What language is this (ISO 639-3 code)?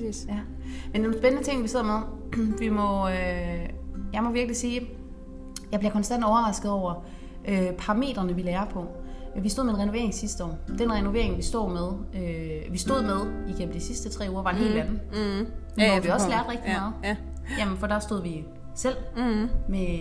dan